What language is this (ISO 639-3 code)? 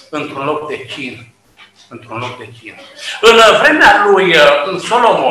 ron